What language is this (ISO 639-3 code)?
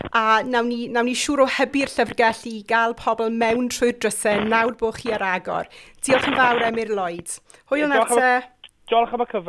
cym